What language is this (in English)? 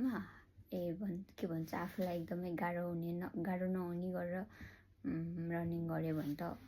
Nepali